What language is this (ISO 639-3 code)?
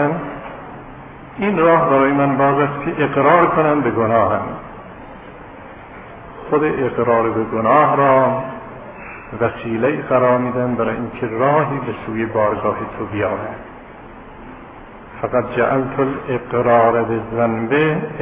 fas